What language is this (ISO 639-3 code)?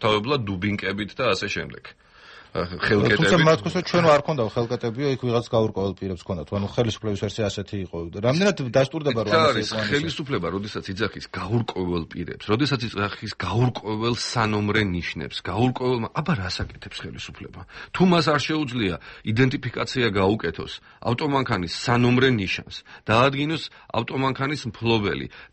kat